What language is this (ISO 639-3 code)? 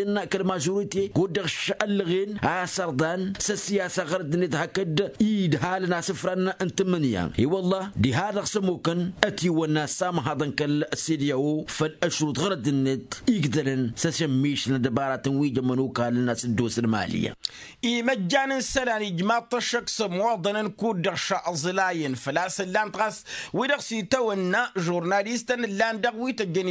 taq